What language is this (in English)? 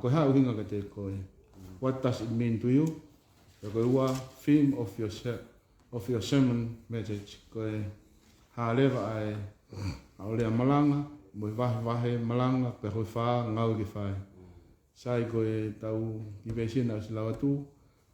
Tongan